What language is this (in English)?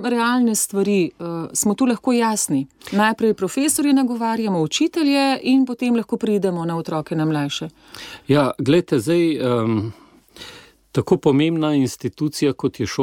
Slovenian